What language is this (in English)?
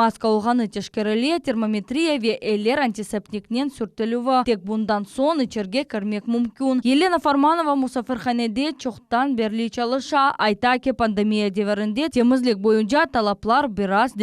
Crimean Tatar